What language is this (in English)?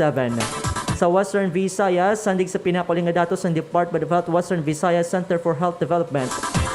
Hiligaynon